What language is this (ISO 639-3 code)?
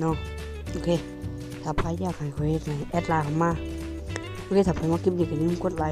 lao